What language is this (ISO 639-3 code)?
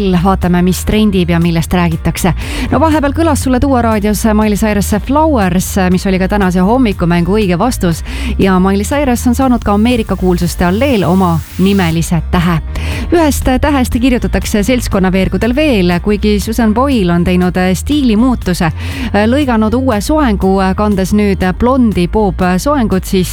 est